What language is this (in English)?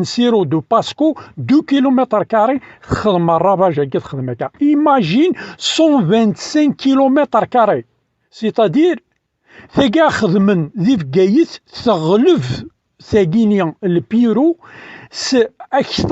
Kabyle